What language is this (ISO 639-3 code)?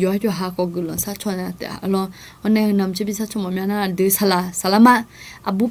ahk